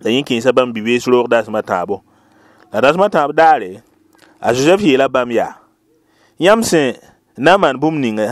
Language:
Mossi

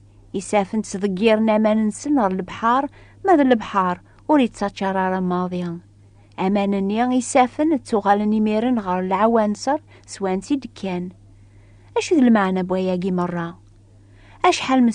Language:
Kabyle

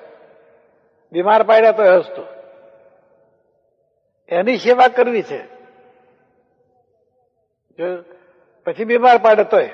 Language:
Gujarati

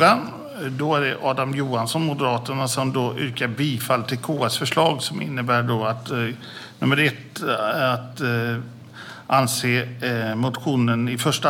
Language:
Swedish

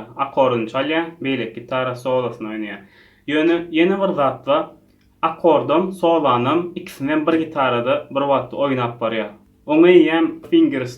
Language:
Turkmen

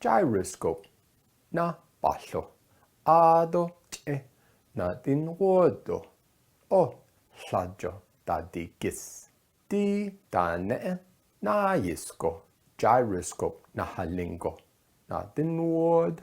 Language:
Navajo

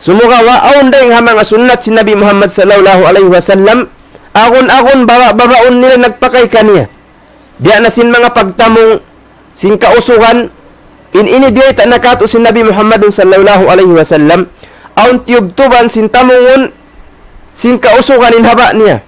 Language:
Tausug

